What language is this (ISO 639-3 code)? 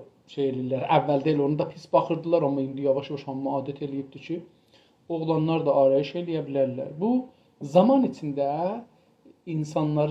azb